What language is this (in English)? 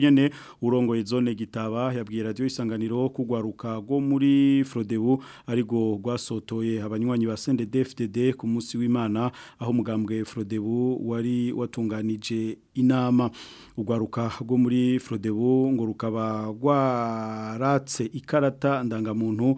Rundi